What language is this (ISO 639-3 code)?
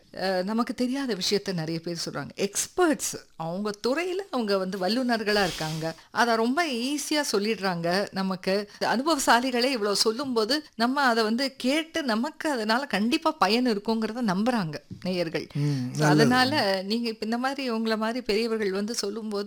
tam